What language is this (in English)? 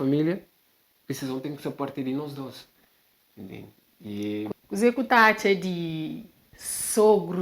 Kabuverdianu